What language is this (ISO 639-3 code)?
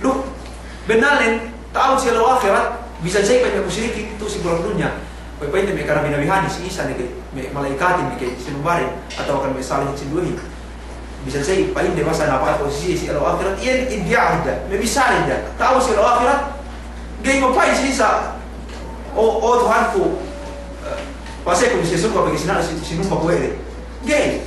yka